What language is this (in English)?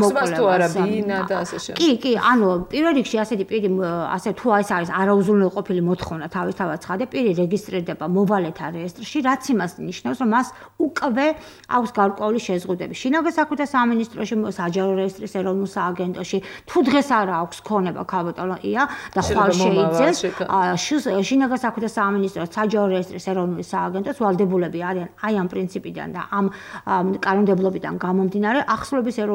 Georgian